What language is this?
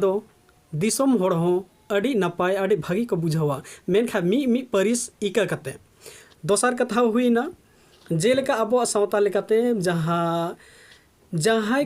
Santali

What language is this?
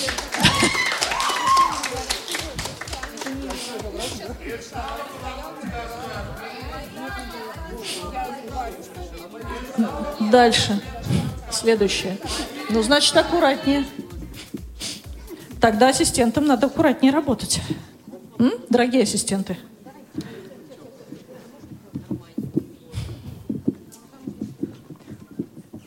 Russian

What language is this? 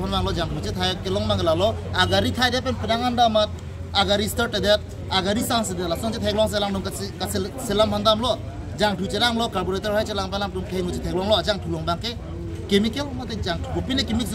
Karbi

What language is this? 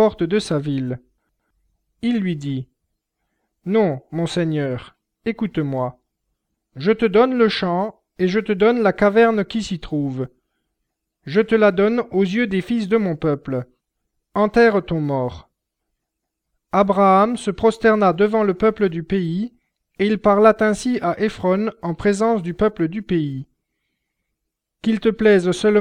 French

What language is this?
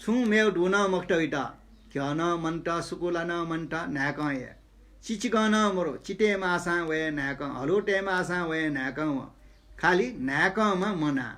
Newari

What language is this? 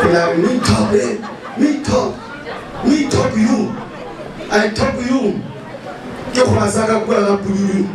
Northern Sotho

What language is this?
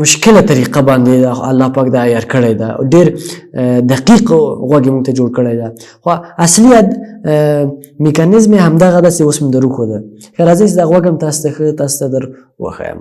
Pashto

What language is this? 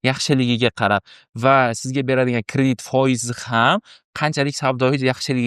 Uzbek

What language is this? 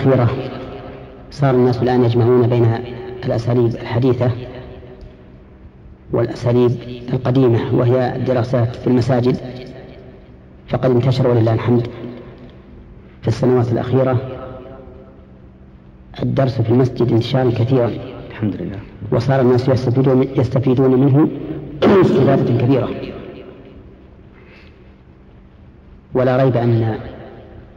Arabic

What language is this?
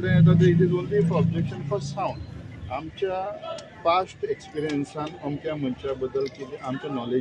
Konkani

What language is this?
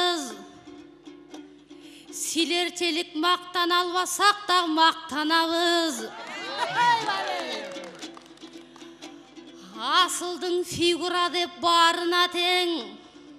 Kyrgyz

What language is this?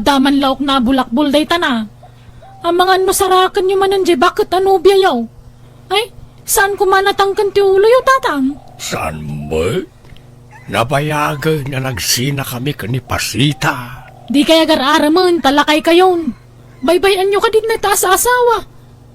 Iloko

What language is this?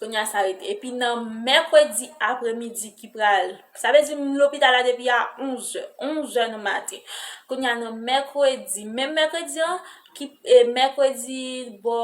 Haitian Creole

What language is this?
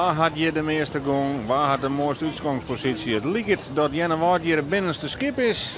Western Frisian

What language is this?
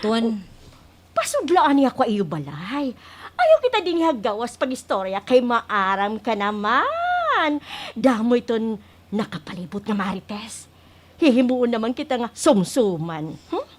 Waray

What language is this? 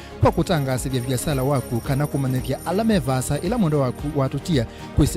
Kamba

